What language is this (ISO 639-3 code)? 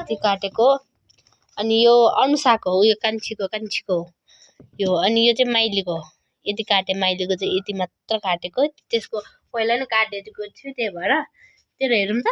nep